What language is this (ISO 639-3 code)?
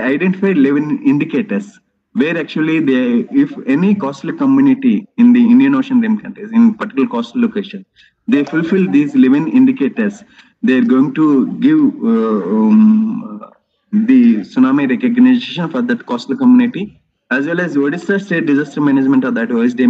eng